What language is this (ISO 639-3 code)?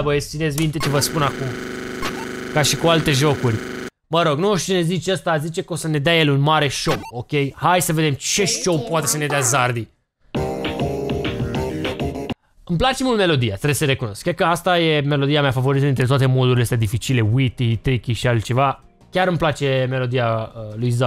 ron